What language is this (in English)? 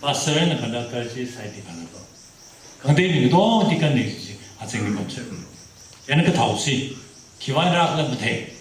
Tangkhul Naga (India)